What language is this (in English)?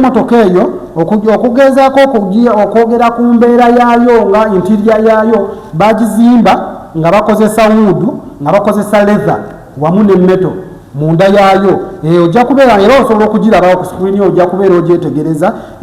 Ganda